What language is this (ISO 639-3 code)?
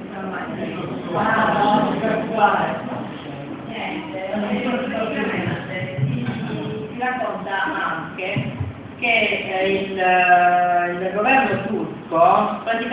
ita